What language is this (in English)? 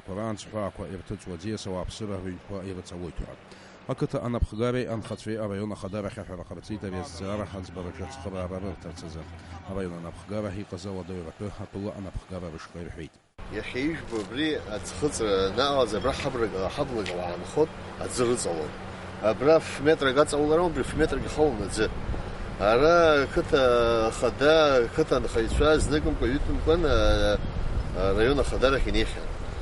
Abkhazian